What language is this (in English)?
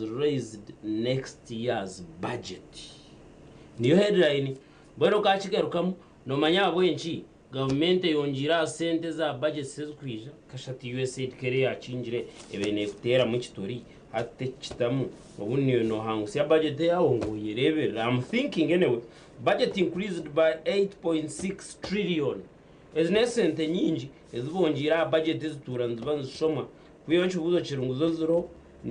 Nyankole